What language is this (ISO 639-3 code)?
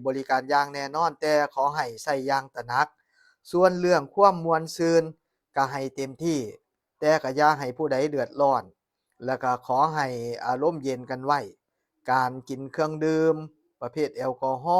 tts